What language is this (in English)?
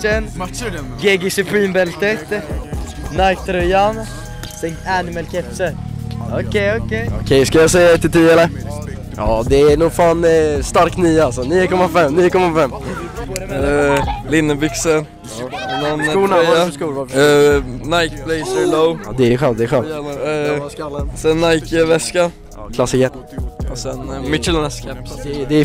Swedish